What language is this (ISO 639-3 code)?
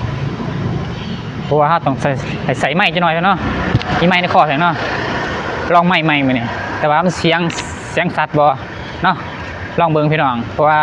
lao